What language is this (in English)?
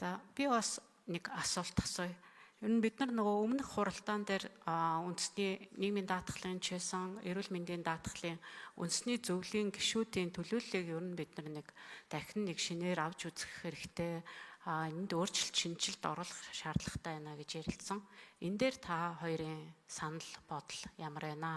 Mongolian